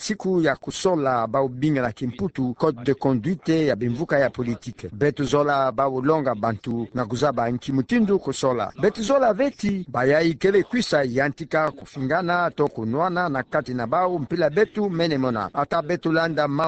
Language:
Kituba (Democratic Republic of Congo)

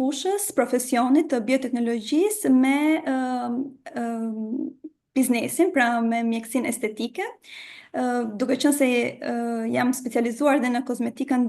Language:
Albanian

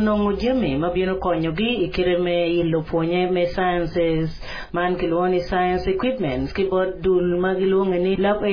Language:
Acoli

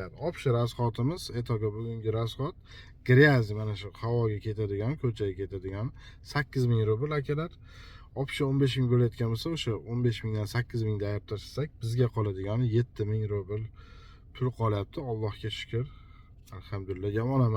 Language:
Uzbek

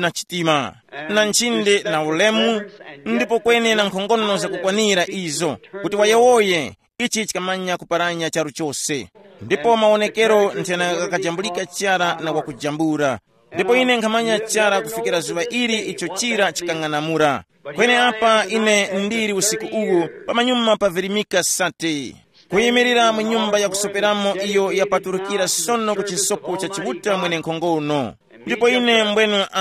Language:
Tumbuka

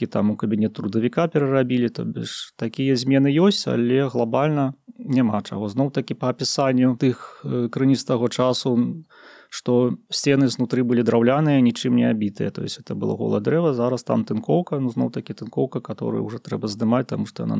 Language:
Belarusian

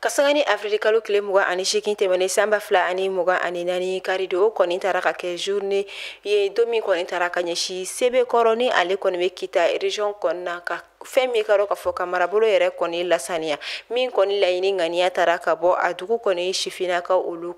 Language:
Bambara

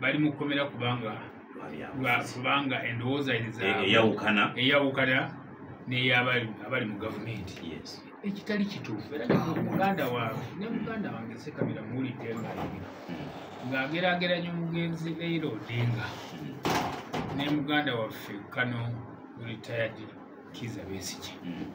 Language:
Ganda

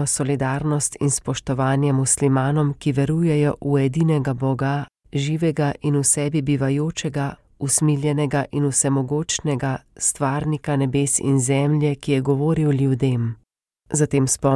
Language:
Slovenian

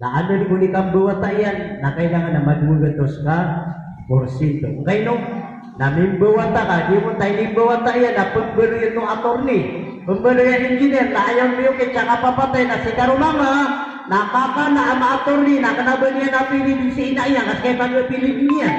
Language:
Maranao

